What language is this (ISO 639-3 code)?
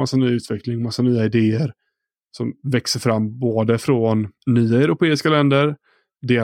swe